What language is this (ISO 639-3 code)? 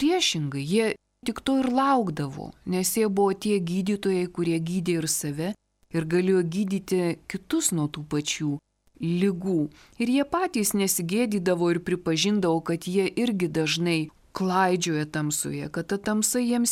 lit